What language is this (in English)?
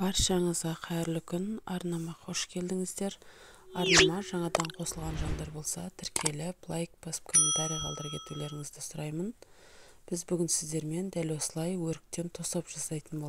Kazakh